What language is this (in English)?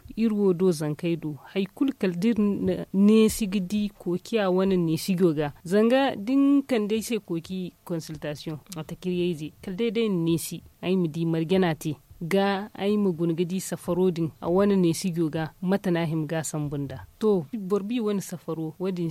Zarma